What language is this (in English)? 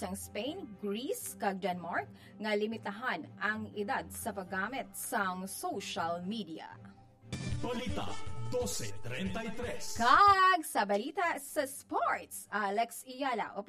Hiligaynon